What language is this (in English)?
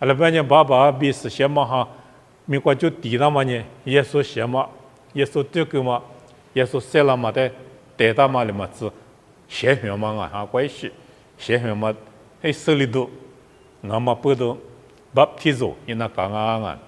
Lisu